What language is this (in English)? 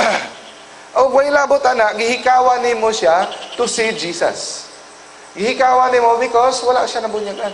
Cebuano